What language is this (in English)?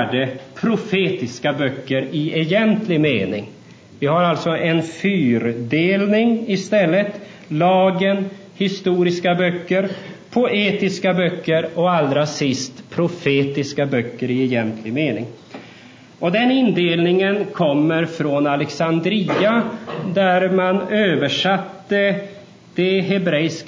Swedish